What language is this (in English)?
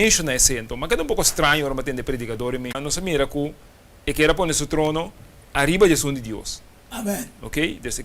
Papiamento